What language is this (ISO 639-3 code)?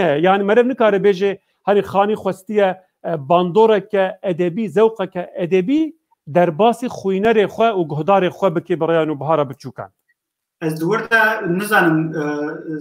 kur